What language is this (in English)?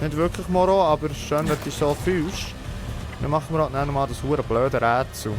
Swiss German